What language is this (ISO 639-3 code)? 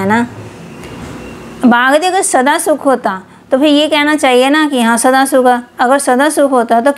hin